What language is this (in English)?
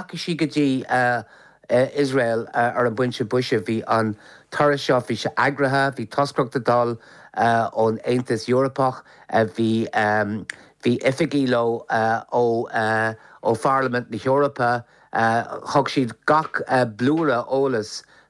Irish